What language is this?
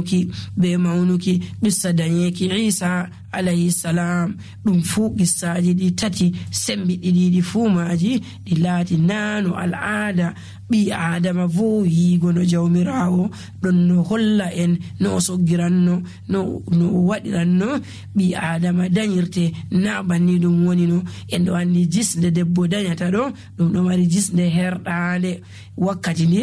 Nigerian Fulfulde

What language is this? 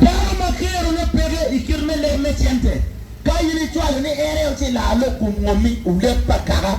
Acoli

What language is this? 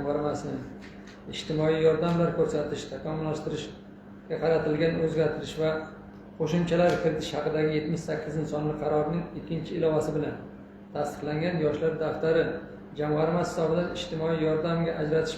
Uzbek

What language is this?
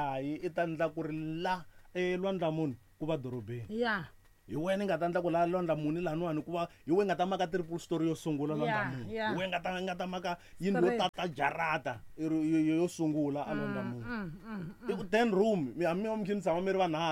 Tsonga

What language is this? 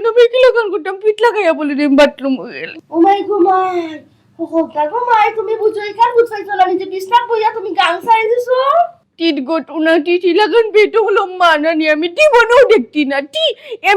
Sylheti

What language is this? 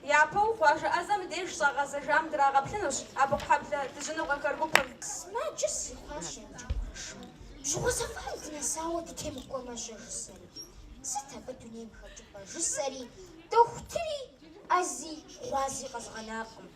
Kabardian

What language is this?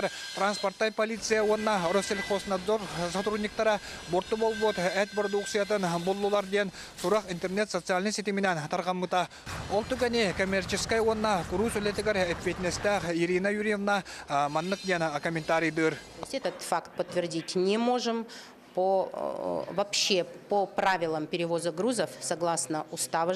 Yakut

